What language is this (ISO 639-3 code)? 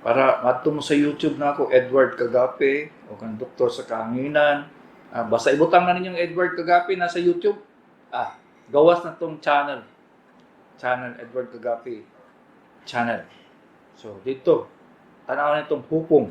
ceb